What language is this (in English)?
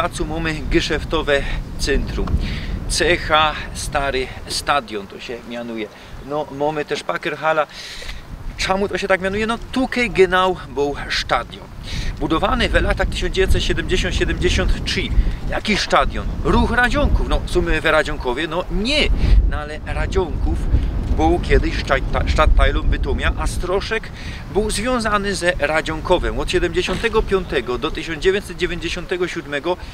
Silesian